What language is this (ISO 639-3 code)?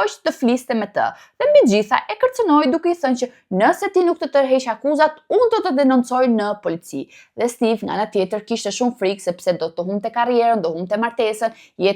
sqi